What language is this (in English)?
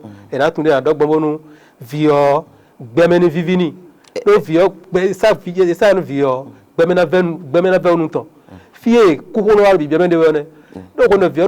Fon